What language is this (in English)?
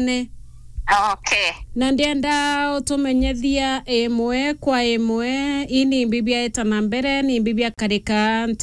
Meru